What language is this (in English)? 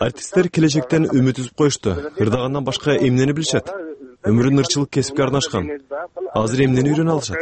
Kyrgyz